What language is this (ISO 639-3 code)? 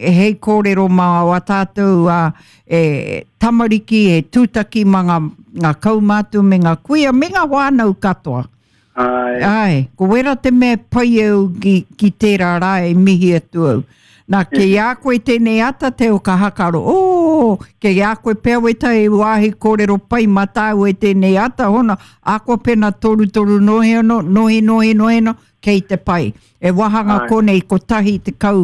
mri